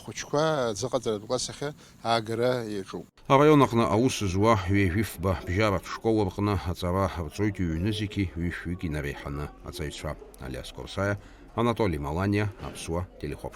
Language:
Abkhazian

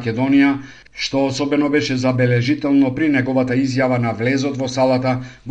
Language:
Macedonian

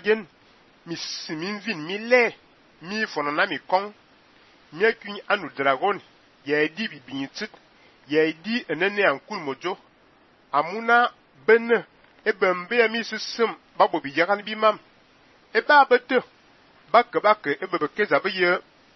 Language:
Fang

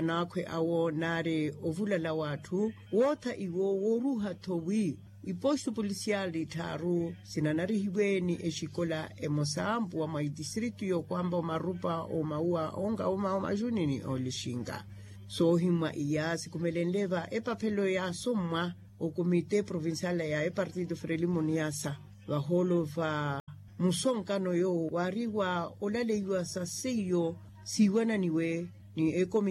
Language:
Makhuwa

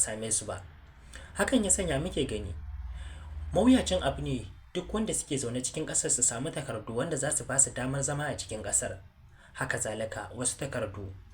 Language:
Hausa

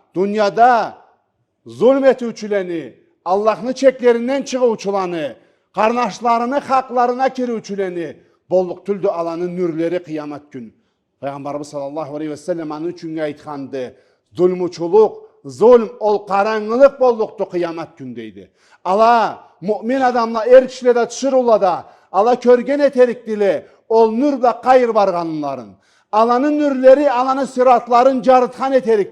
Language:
Karachay-Balkar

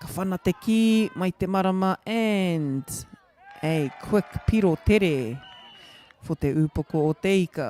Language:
Māori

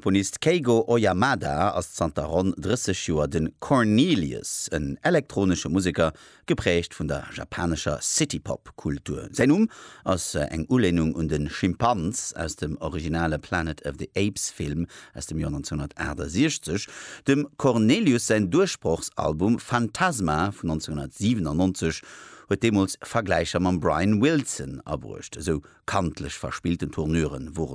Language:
Luxembourgish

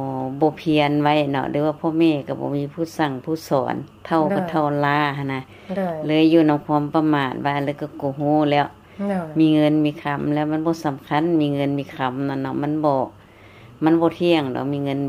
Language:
Lao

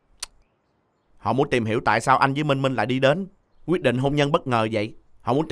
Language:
Vietnamese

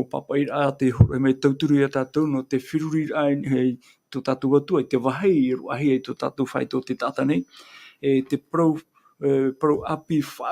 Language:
Tahitian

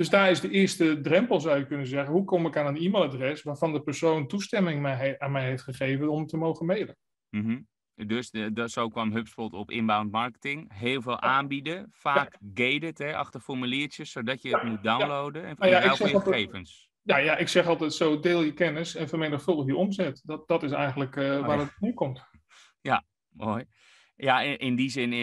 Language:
Dutch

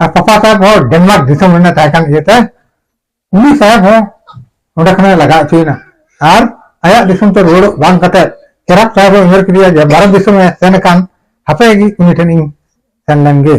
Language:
Santali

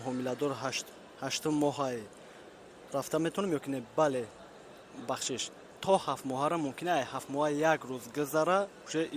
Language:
Tajik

